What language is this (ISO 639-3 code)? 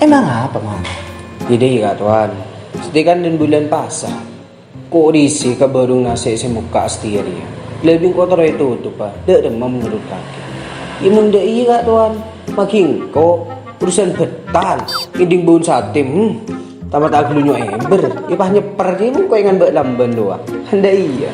mad